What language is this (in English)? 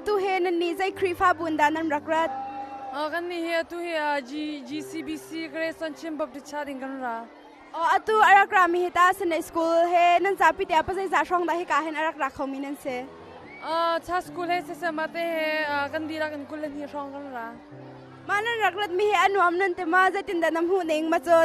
Hakha Chin